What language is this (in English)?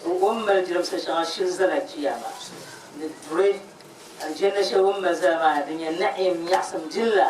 Dagbani